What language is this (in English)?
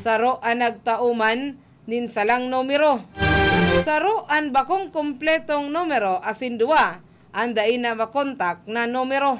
Bikol